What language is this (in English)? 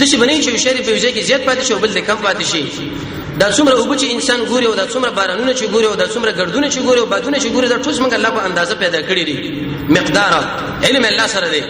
Pashto